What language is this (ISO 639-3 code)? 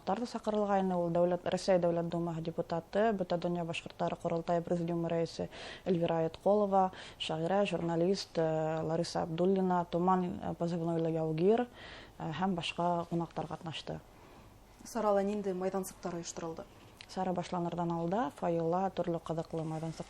bak